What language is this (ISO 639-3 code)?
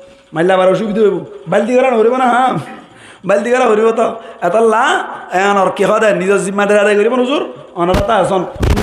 rhg